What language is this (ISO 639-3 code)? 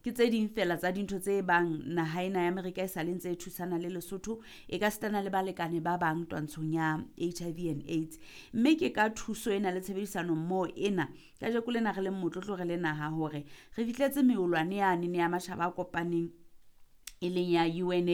sot